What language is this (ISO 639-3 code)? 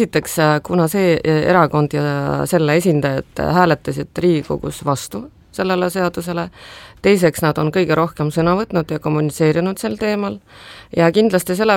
est